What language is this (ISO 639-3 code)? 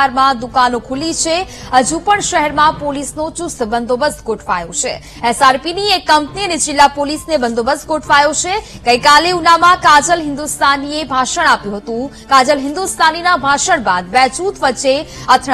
guj